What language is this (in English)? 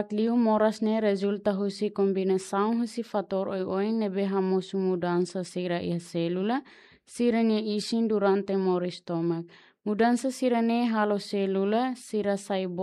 Tetum